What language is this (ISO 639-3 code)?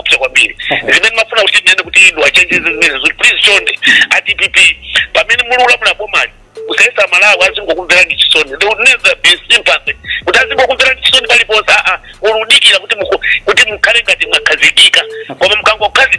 nya